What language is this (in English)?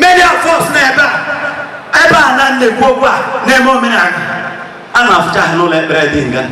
Igbo